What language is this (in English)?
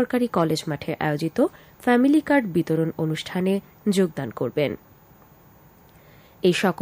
Bangla